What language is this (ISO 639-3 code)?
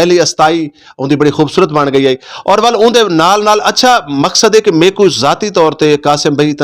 lah